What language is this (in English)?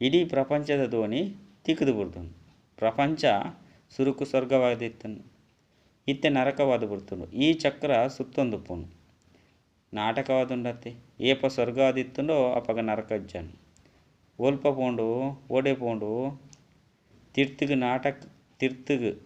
Tulu